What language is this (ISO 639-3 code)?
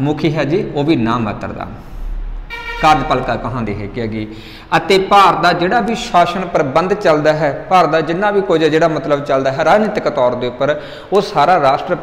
pan